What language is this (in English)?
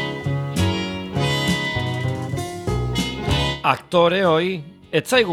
Basque